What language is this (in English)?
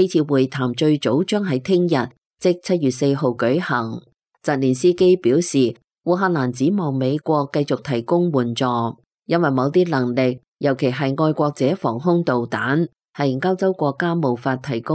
Cantonese